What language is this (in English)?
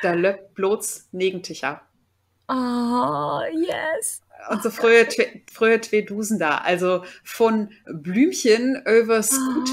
Low German